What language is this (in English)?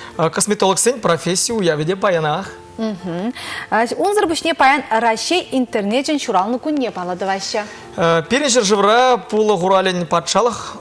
Chuvash